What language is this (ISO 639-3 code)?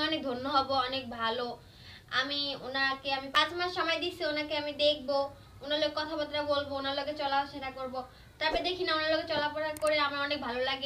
ben